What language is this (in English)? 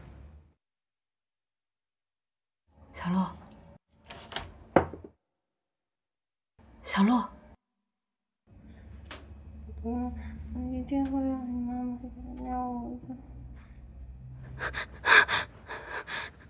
Chinese